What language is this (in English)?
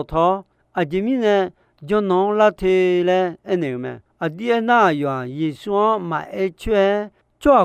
Akha